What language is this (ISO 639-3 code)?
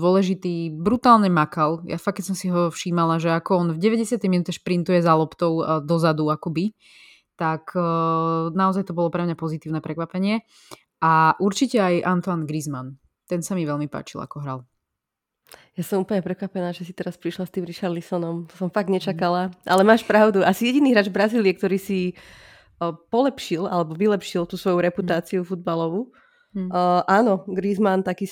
slk